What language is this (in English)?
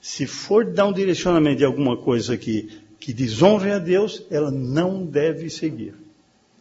Portuguese